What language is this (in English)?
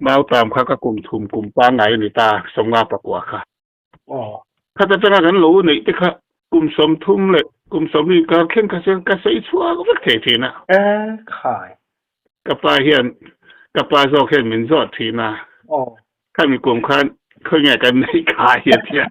Mizo